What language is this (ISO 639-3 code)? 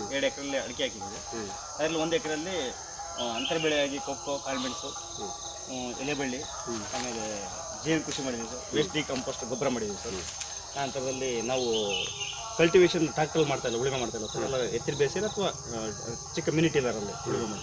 kan